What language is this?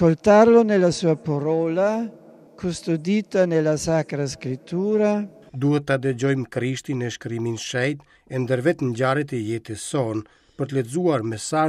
Albanian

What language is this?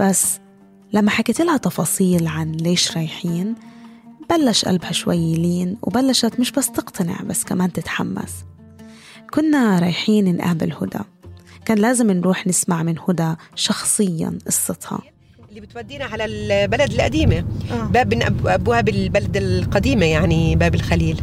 North Levantine Arabic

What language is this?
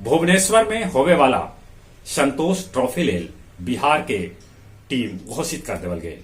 Magahi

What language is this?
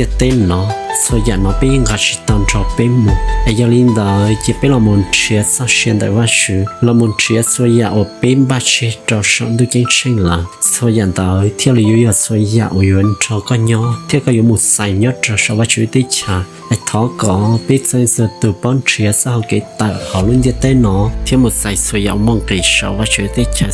Hmong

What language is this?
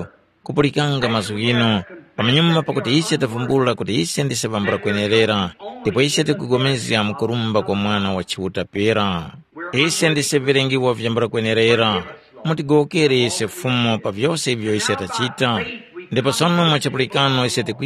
Tumbuka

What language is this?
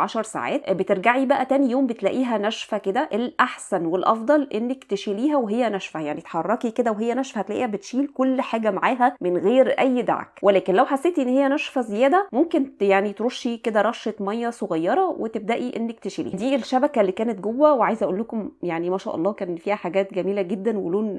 Egyptian Arabic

